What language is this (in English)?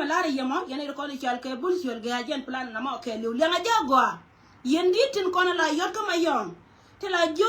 Nuer